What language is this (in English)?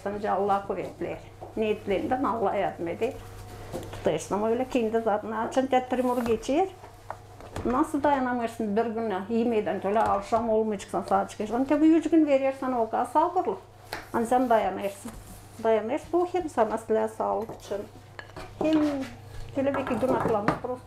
Gagauz